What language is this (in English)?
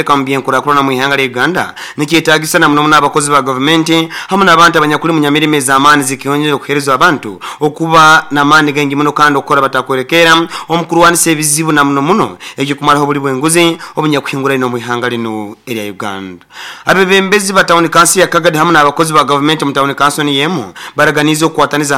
Nyoro